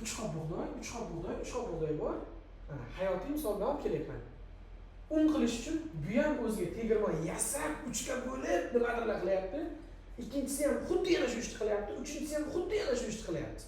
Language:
Uzbek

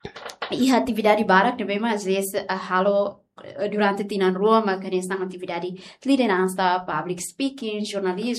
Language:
Tetum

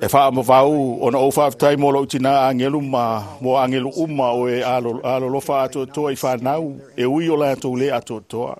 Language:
Samoan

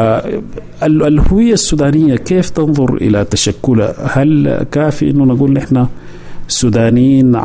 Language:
Sudanese Arabic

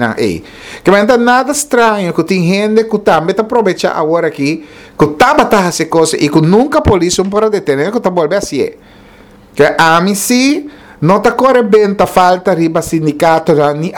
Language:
Papiamento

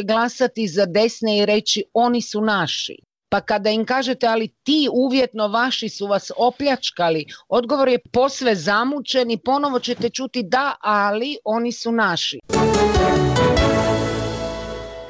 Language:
Croatian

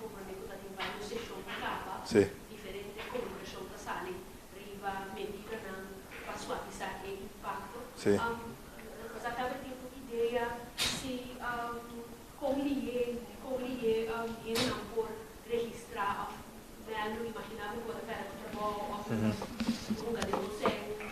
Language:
Papiamento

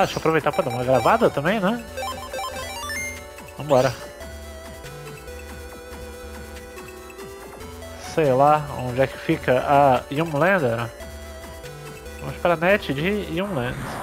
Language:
Portuguese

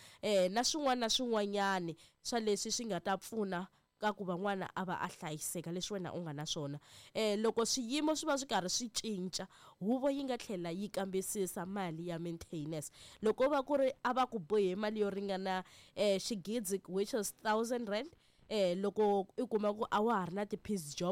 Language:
Tsonga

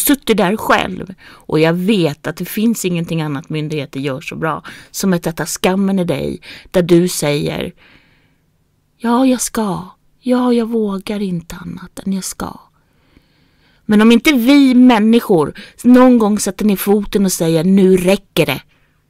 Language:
Swedish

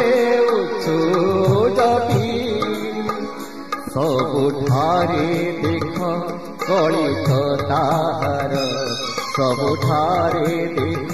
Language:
Odia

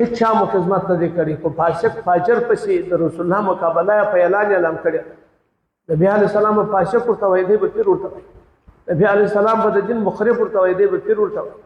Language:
Pashto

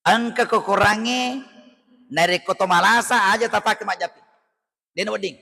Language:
Buginese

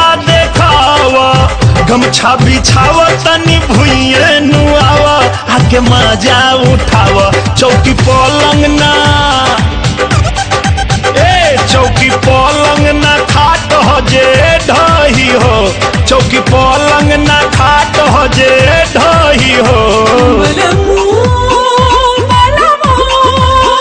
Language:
Bhojpuri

